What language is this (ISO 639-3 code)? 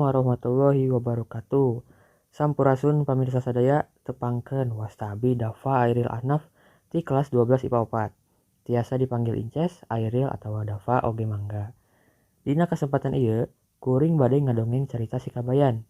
sun